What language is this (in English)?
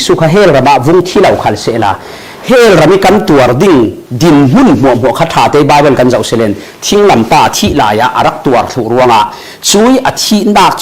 Falam Chin